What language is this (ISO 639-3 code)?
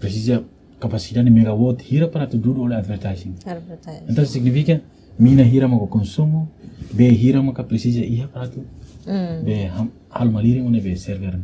tet